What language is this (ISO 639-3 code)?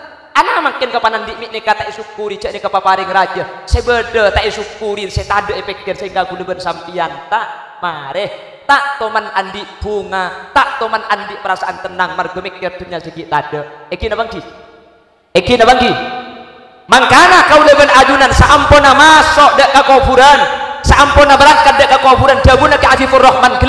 mad